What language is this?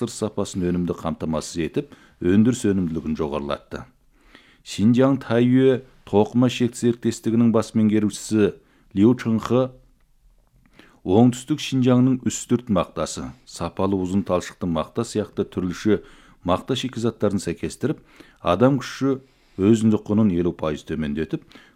Kazakh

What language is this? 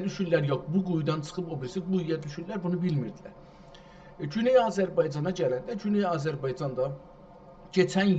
South Azerbaijani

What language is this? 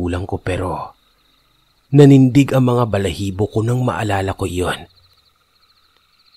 Filipino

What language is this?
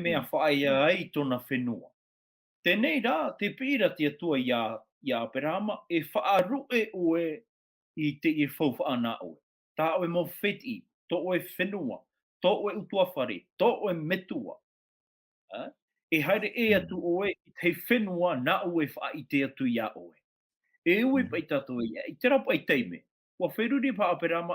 Tahitian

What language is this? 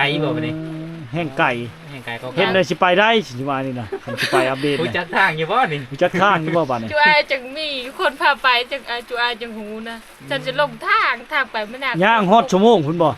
Lao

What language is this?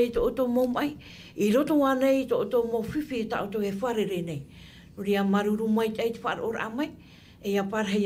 Tahitian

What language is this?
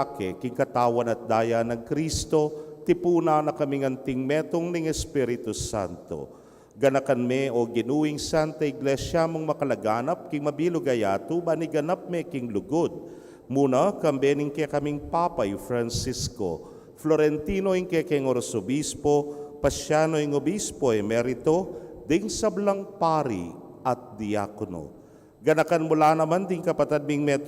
Pampanga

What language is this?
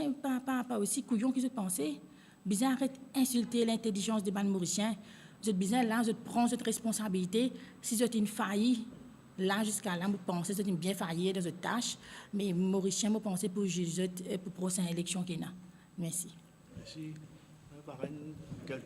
Morisyen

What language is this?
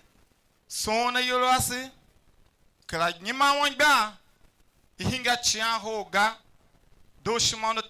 Tiv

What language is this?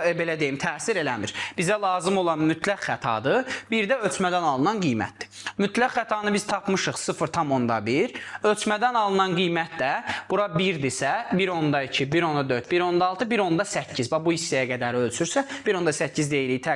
Azerbaijani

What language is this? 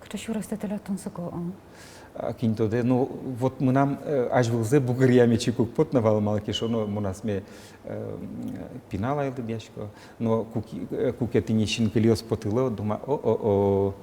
Udmurt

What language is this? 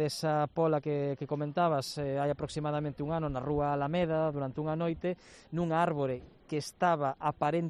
Galician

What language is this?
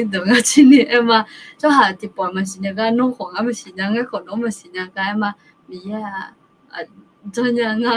Akha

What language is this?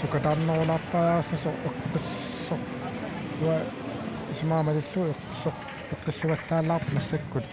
Kalaallisut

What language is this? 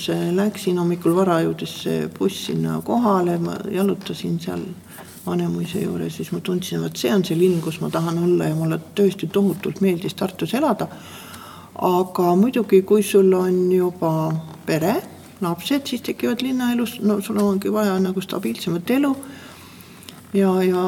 Estonian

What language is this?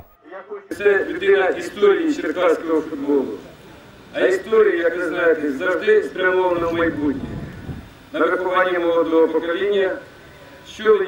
Ukrainian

